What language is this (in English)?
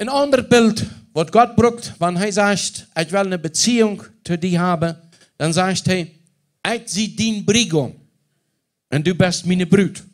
Plautdietsch